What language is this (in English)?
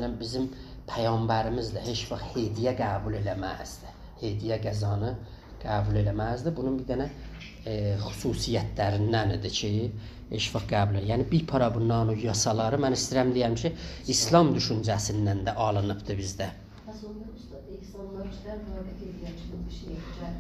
South Azerbaijani